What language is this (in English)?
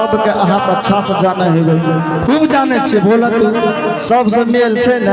Angika